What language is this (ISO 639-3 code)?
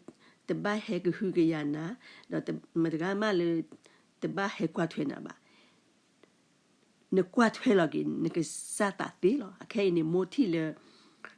ksw